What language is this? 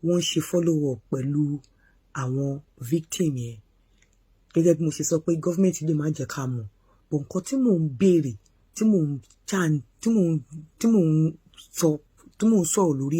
Yoruba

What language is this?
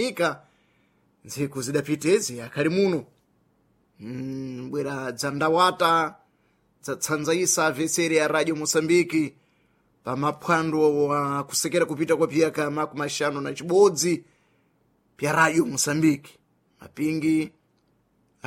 Sena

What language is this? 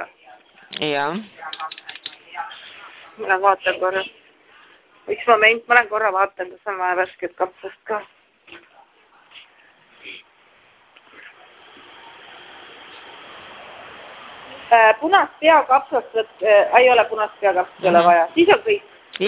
Estonian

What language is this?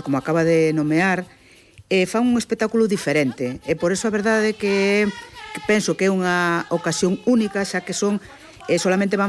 Galician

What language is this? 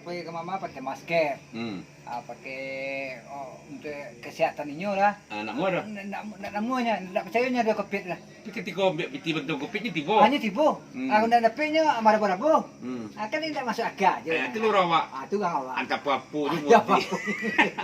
Minangkabau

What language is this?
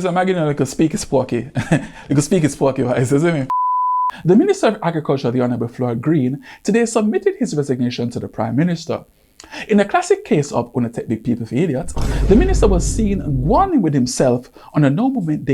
Jamaican Creole English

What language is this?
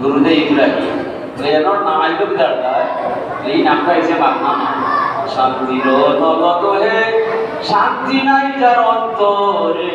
Sylheti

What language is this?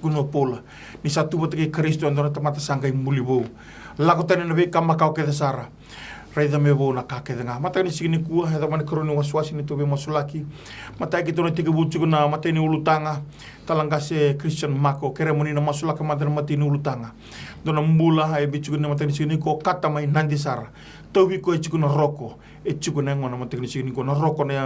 Fijian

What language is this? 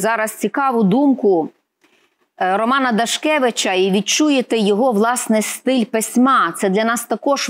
Ukrainian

